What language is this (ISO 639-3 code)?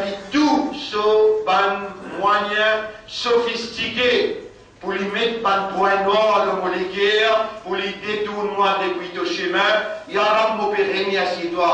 mfe